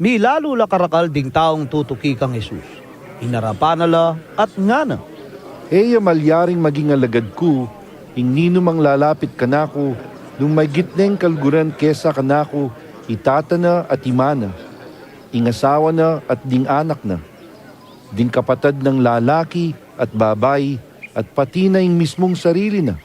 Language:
Pampanga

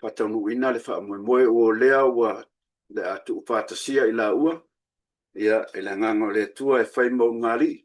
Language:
Samoan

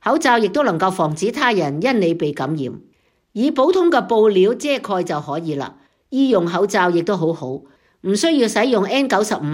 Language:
Cantonese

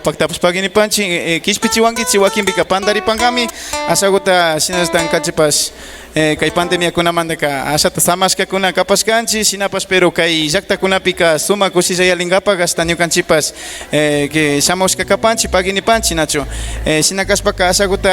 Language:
Imbabura Highland Quichua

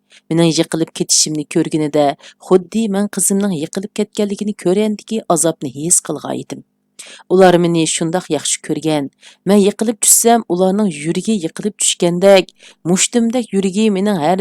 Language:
Uyghur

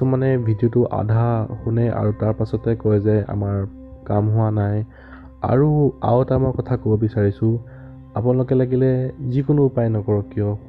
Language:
Assamese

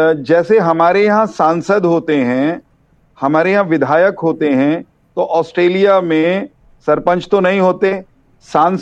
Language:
Hindi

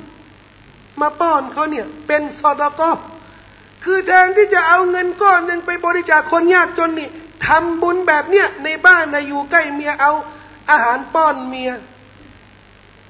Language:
Thai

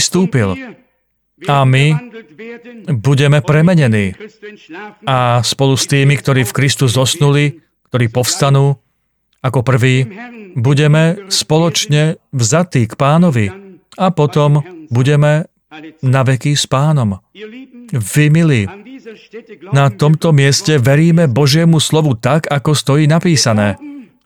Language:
Slovak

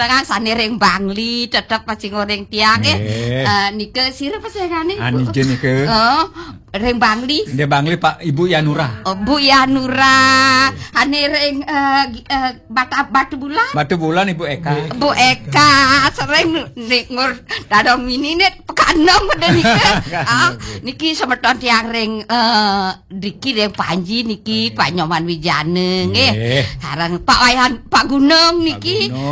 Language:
Balinese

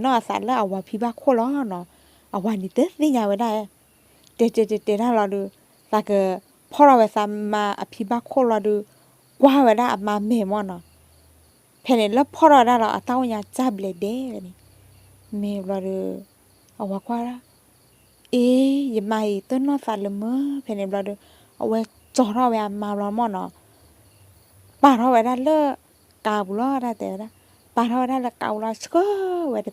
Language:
S'gaw Karen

